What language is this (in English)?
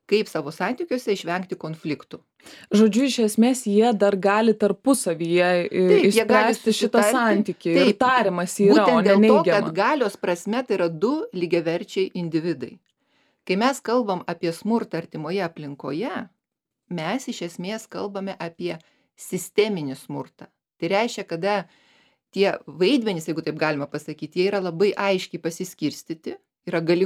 Lithuanian